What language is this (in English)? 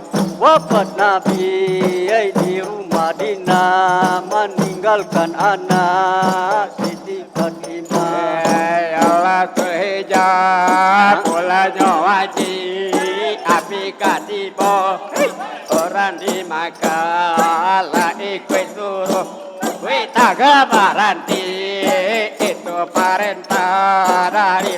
Minangkabau